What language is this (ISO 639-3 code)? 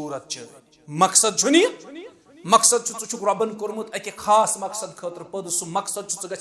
kas